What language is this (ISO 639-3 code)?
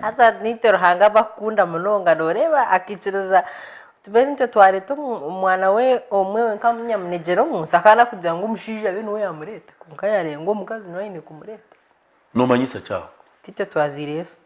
nyn